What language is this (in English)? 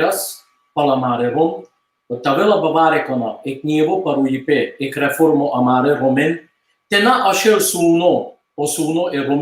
Balkan Romani